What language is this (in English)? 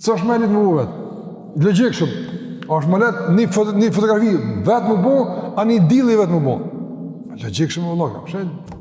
Albanian